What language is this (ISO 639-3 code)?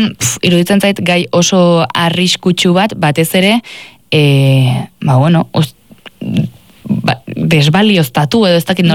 eus